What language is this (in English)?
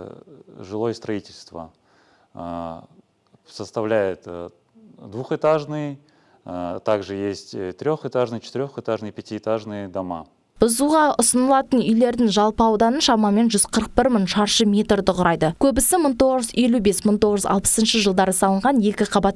Kazakh